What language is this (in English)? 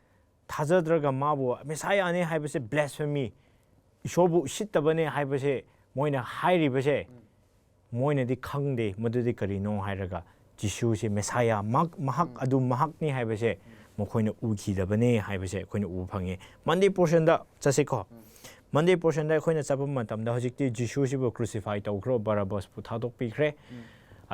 Manipuri